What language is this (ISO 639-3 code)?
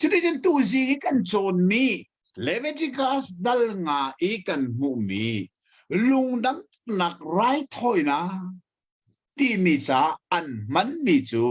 cnh